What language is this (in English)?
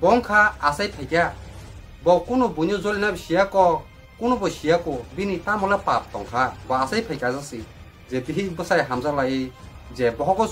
Kok Borok